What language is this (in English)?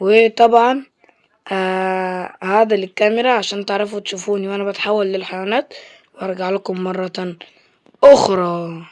Egyptian Arabic